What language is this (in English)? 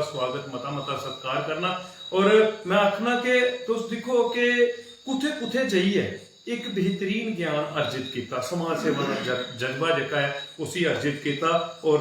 Dogri